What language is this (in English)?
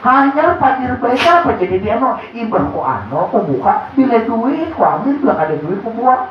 Banjar